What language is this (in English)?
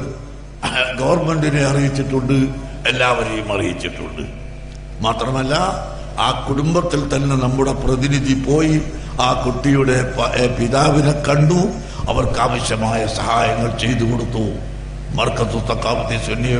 Malayalam